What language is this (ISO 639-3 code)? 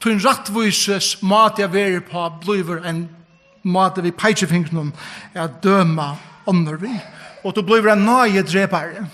fao